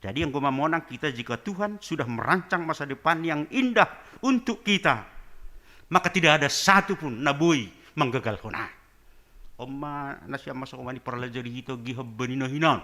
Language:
Batak Simalungun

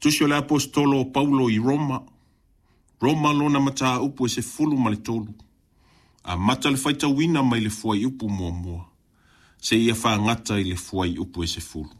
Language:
Samoan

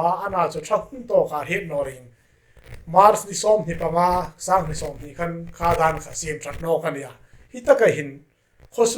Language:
Hmar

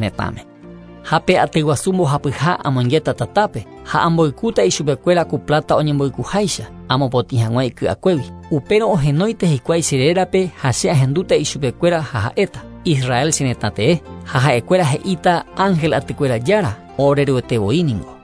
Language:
Guarani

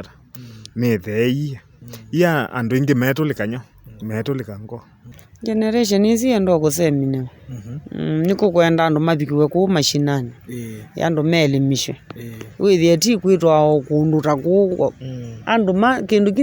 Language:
Kamba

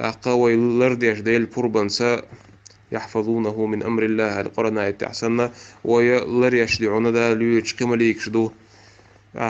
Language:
Chechen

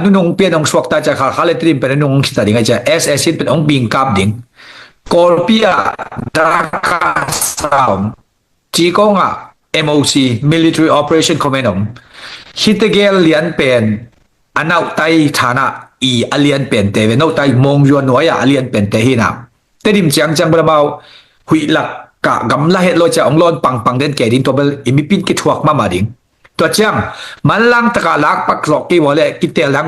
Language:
Tedim Chin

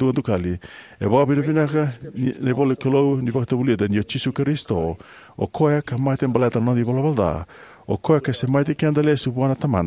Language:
Fijian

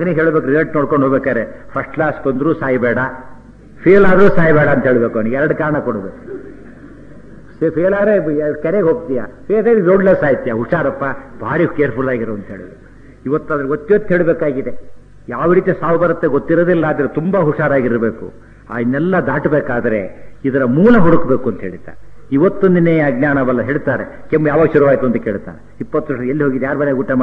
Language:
Kannada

